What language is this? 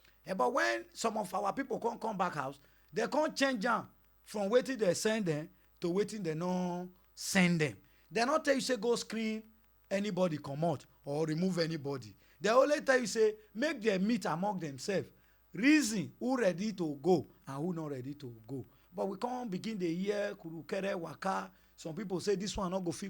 Nigerian Pidgin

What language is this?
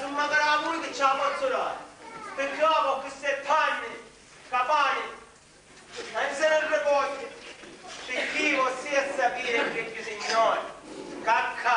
Sicilian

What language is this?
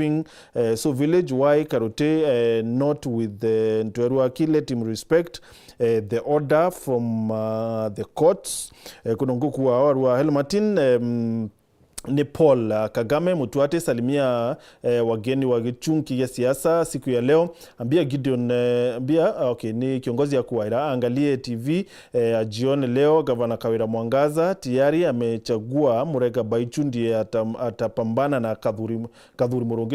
Meru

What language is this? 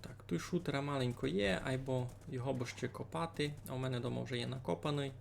Rusyn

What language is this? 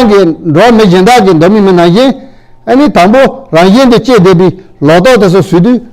Tibetan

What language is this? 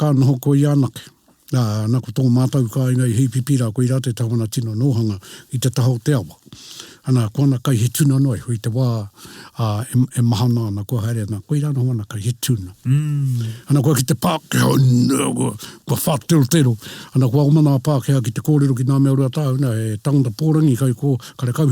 Māori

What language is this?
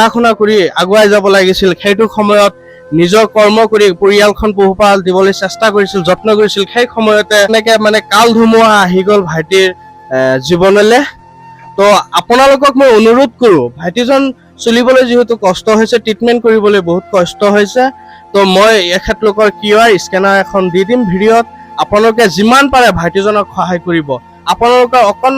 Assamese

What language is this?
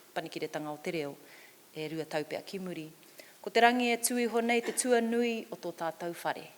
Māori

